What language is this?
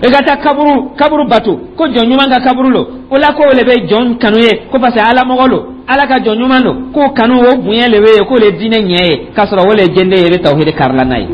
Dyula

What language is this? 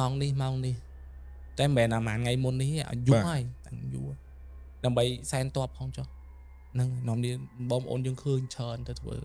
Khmer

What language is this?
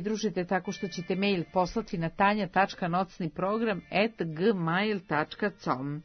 Serbian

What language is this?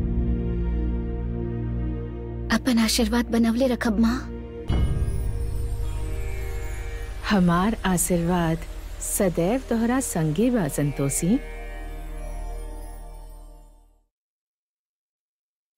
Bhojpuri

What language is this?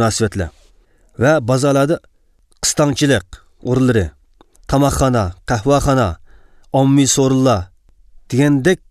Uyghur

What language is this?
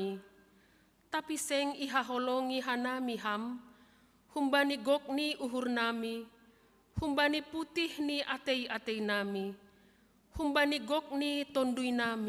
Batak Simalungun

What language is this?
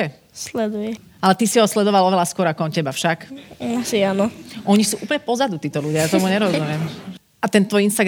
Slovak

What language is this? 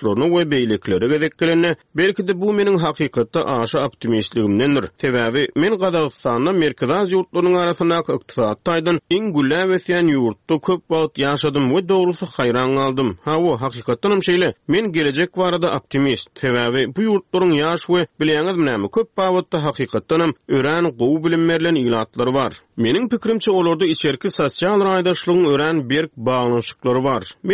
Turkmen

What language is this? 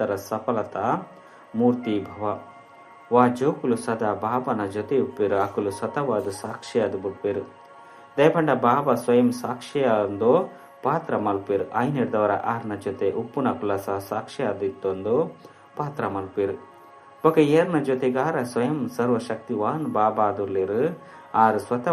Tulu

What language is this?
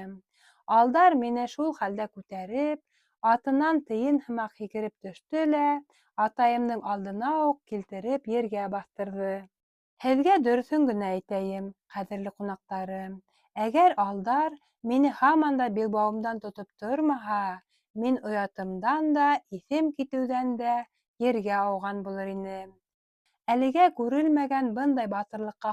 Bashkir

